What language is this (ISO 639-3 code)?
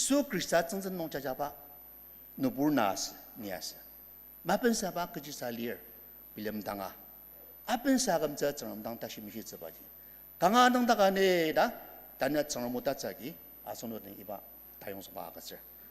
njo